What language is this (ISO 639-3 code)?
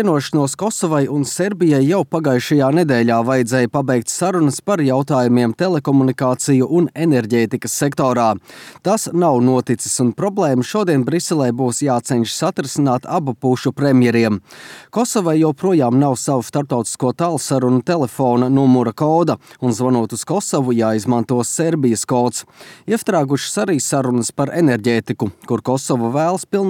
lav